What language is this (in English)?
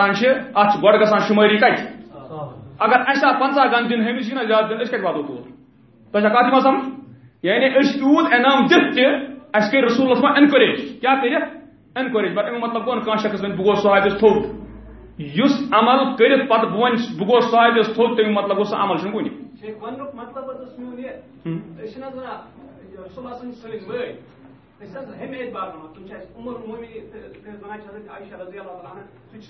Kashmiri